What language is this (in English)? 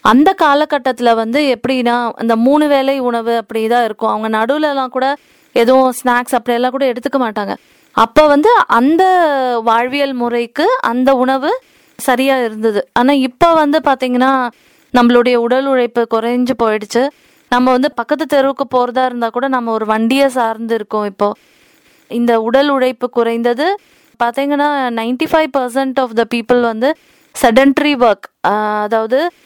Tamil